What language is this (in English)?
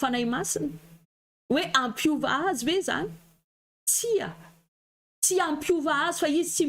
Malagasy